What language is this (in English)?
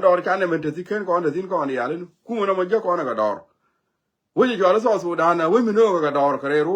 Nuer